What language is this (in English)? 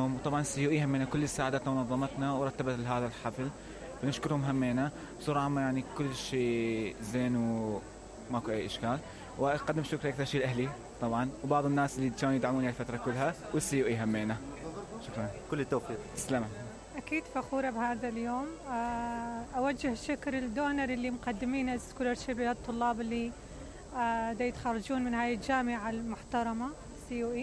Mesopotamian Arabic